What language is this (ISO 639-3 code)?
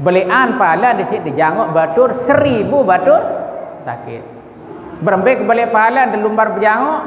sas